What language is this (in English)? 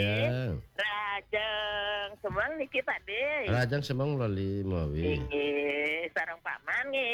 Balinese